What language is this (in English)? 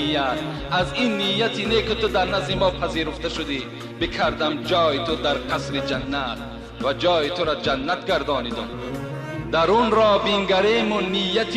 Tajik